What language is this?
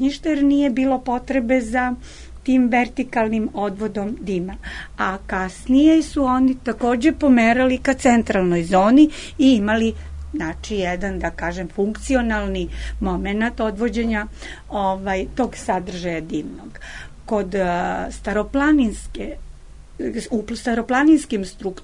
Serbian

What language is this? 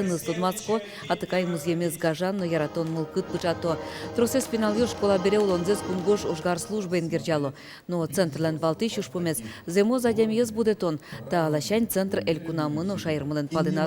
Udmurt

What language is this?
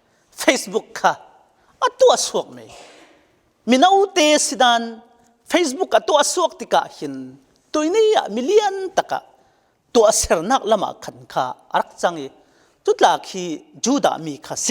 Falam Chin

